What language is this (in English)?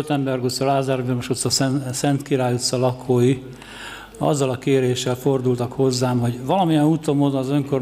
Hungarian